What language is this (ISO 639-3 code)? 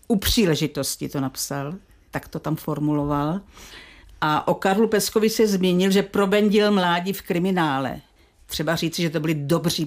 ces